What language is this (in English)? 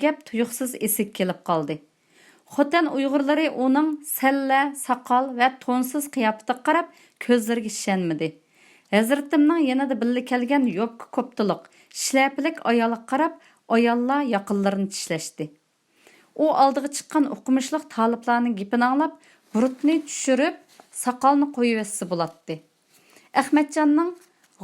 Uyghur